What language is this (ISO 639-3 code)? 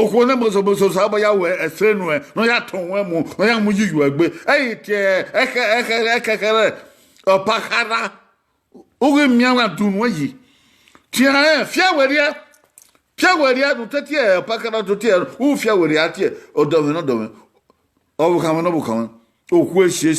bin